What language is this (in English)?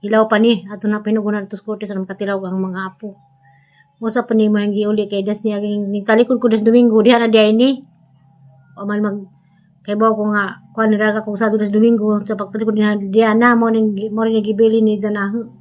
Cebuano